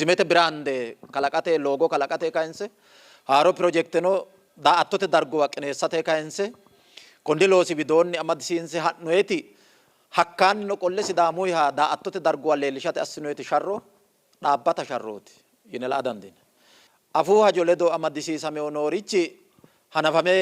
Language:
Sidamo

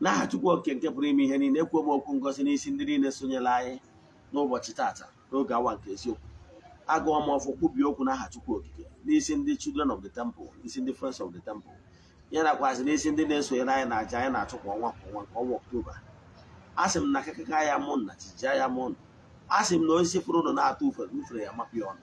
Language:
Igbo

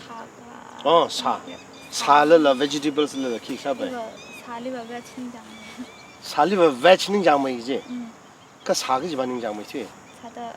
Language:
Tangkhul Naga (India)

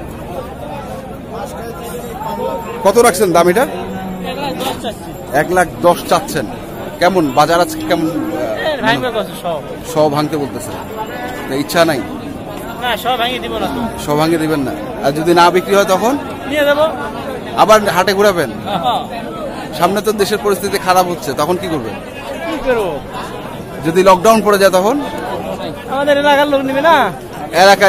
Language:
Bangla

